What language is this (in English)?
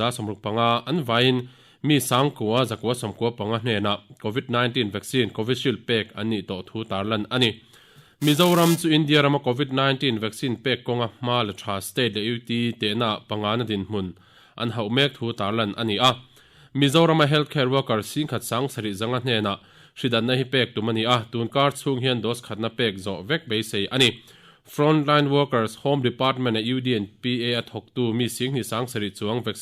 Mizo